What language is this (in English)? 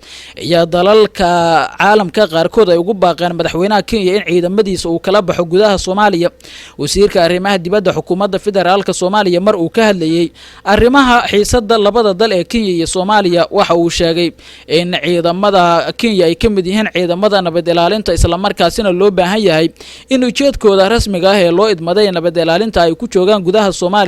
Somali